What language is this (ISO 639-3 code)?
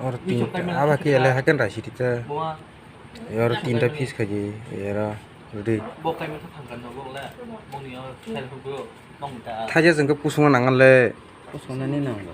trp